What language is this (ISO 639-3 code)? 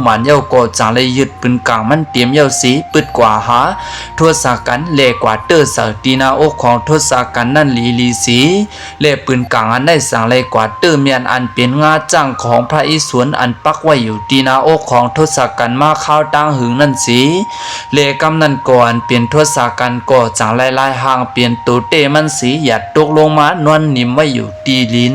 lao